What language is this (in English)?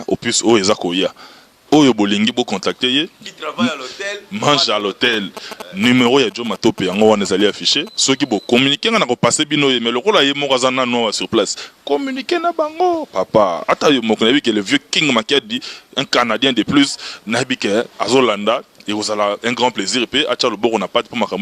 Lingala